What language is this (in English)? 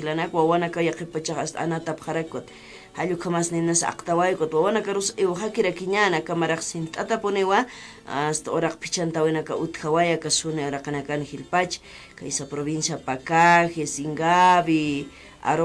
Aymara